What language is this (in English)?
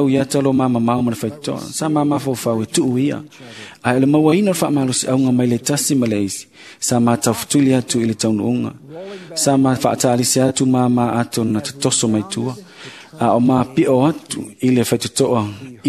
Samoan